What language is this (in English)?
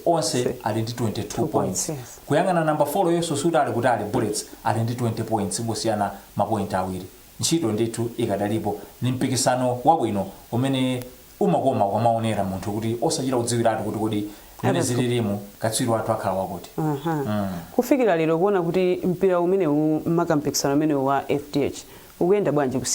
Nyanja